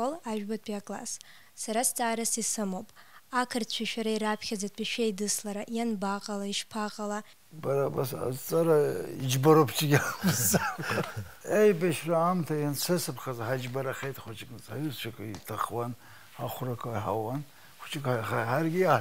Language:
Abkhazian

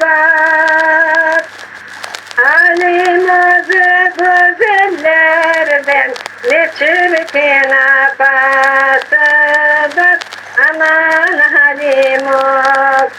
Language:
Crimean Tatar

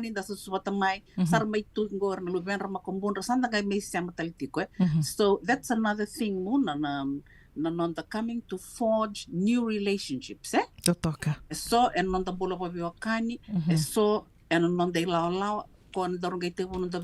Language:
Fijian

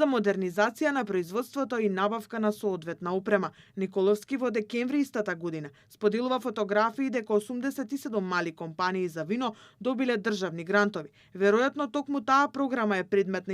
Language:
Macedonian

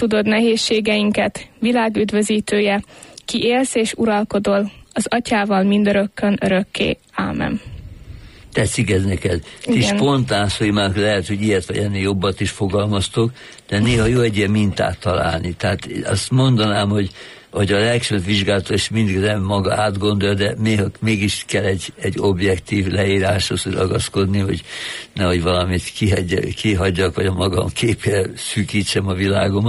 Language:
Hungarian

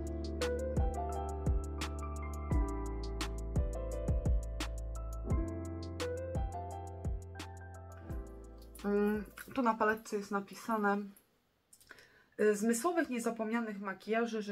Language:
Polish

